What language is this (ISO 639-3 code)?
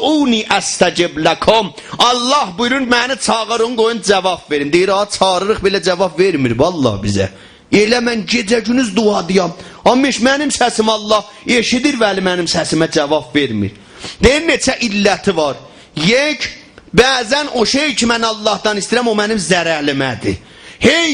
azb